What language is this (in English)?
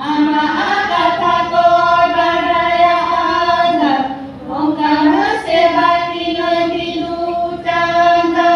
Santali